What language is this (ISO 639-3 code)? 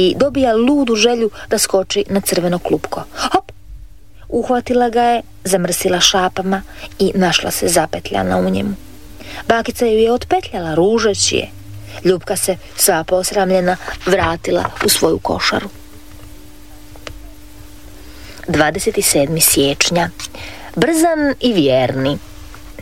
hrv